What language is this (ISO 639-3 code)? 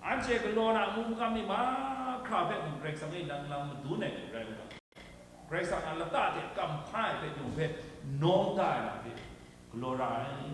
kac